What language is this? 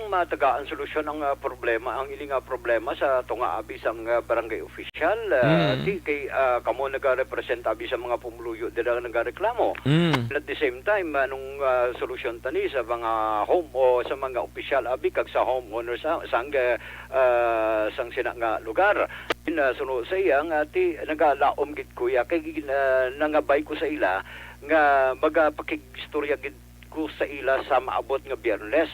Hiligaynon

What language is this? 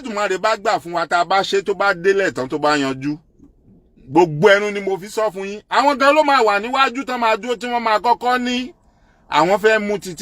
Yoruba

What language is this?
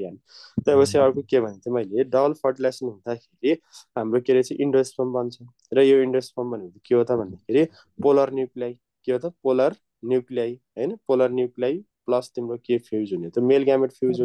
Nepali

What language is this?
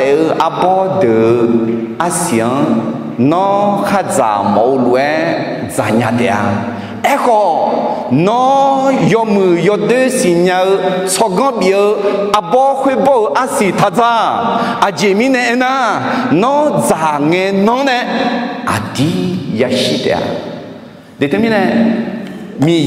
Akha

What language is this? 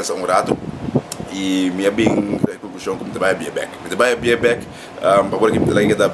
Papiamento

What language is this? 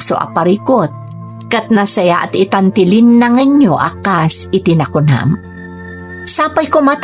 Iloko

